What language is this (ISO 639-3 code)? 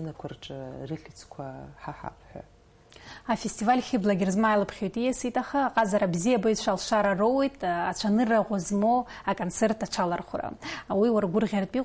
abk